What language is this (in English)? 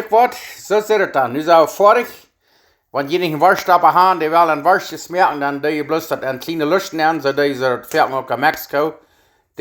Plautdietsch